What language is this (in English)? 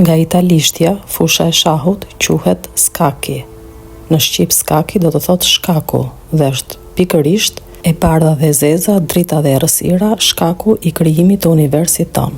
Albanian